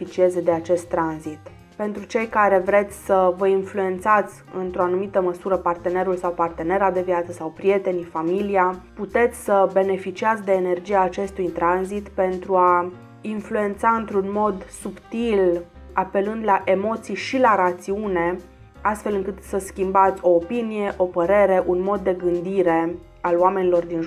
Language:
Romanian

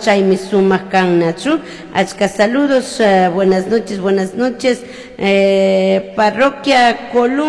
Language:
Chimborazo Highland Quichua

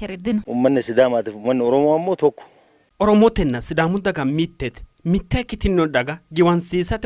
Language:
Sidamo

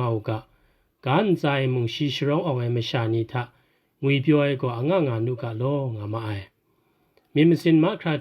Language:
Kachin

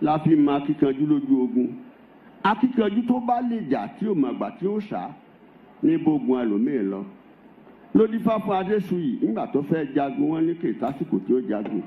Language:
Yoruba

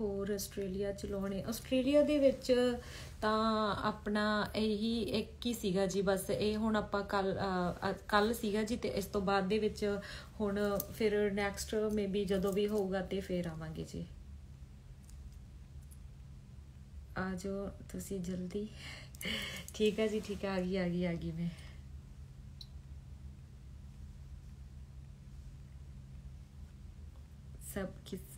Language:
Punjabi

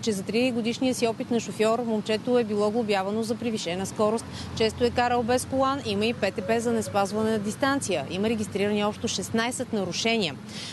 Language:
Bulgarian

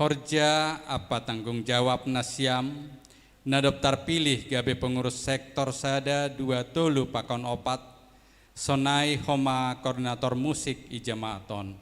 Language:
Batak Simalungun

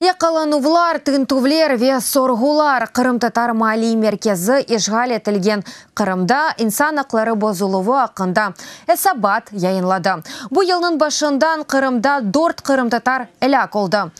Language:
Crimean Tatar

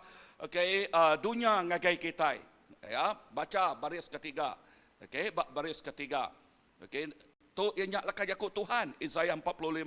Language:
Iban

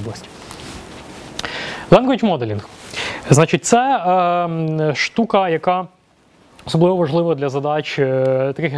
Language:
Ukrainian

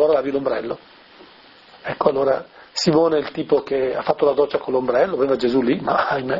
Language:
Italian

